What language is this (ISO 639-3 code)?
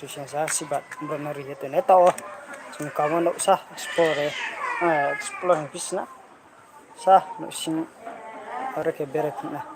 ria